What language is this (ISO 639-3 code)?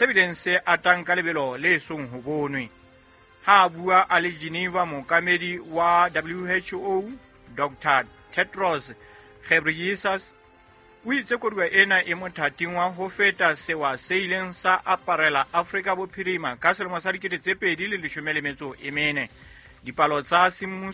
sot